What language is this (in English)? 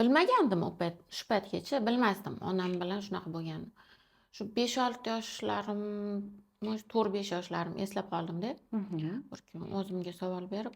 Uzbek